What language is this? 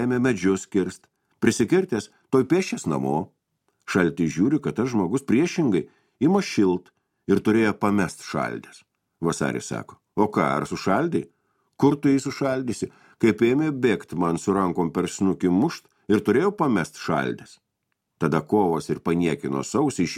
Lithuanian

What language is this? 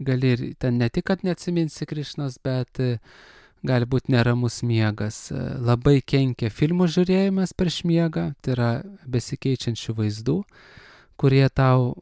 Lithuanian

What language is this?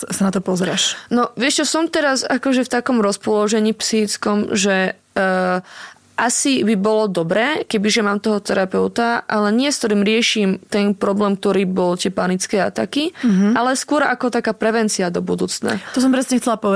Slovak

